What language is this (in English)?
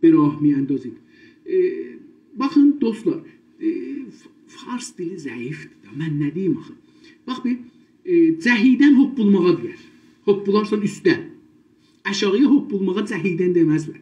South Azerbaijani